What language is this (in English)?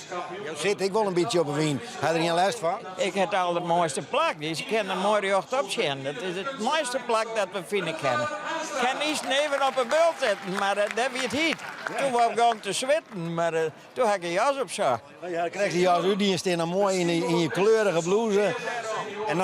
Western Frisian